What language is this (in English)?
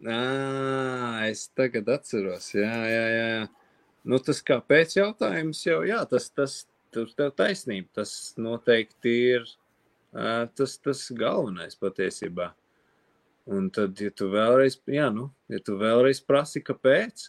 Latvian